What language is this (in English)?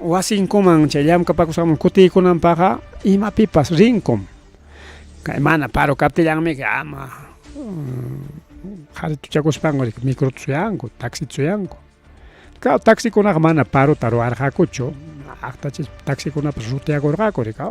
Ayacucho Quechua